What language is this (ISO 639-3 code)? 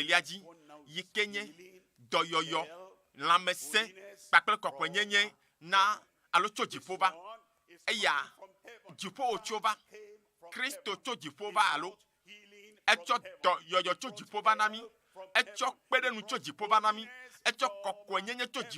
ewe